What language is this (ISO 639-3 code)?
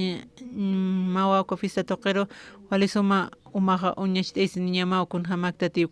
aym